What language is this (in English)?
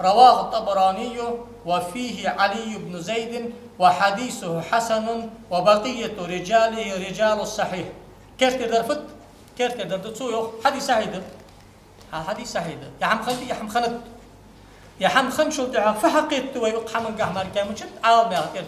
Ingush